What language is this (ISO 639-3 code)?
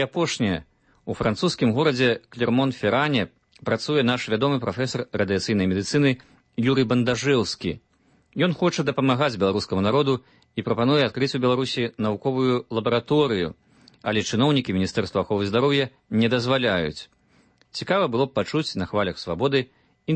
bel